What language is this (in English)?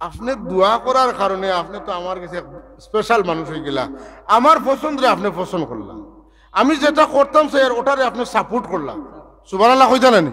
Sylheti